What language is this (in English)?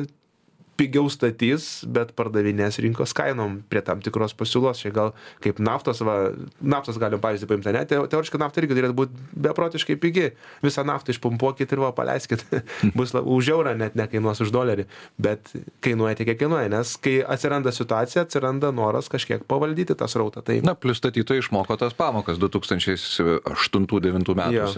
Lithuanian